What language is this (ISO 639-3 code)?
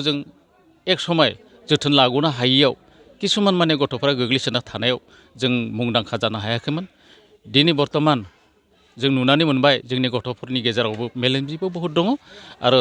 brx